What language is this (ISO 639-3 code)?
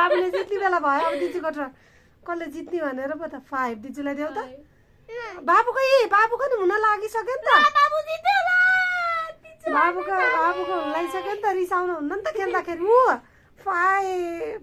nep